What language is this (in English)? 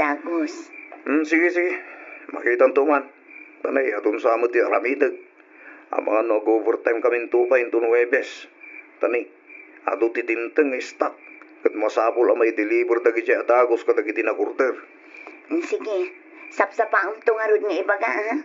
Iloko